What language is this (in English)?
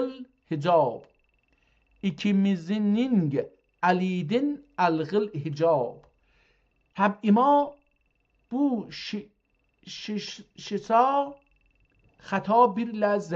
South Azerbaijani